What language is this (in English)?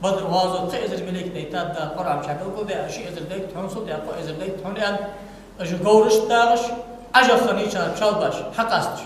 Ingush